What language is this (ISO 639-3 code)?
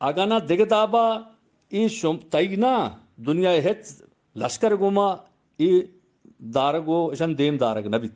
bgp